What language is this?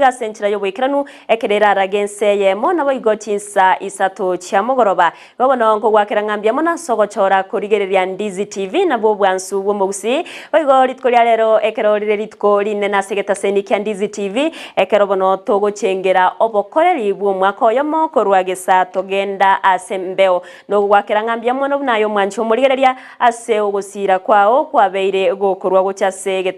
Gusii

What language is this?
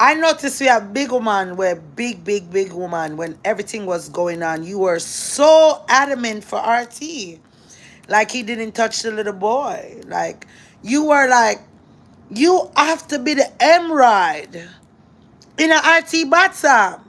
Jamaican Creole English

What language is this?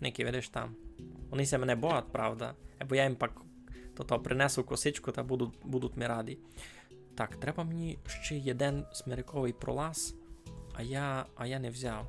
Rusyn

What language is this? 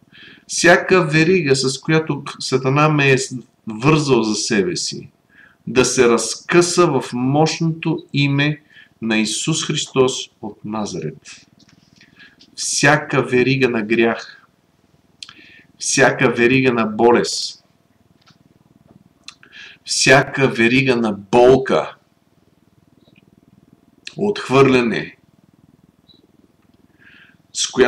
Bulgarian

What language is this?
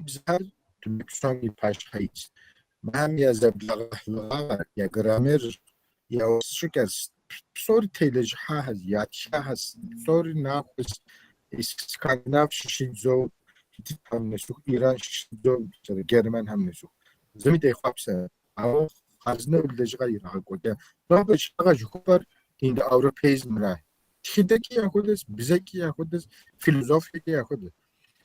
Kabardian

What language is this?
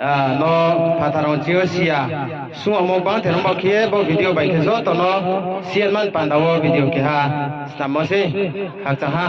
Riang (India)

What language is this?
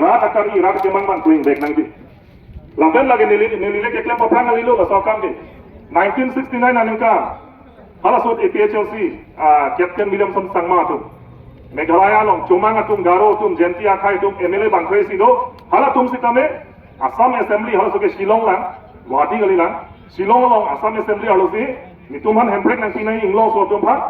Karbi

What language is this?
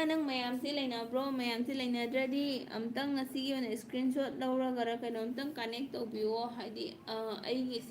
Manipuri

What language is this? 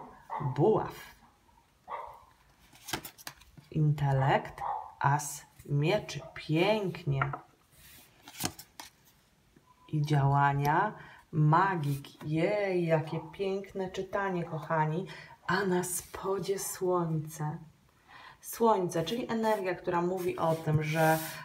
Polish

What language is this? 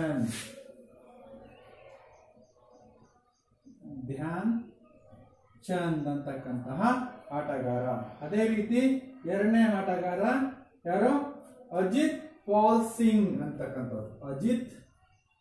Kannada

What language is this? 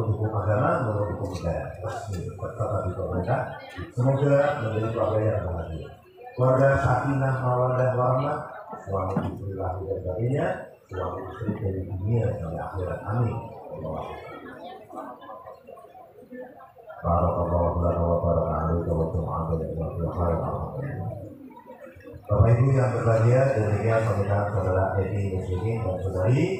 Indonesian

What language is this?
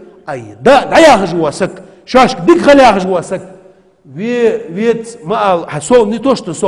Ingush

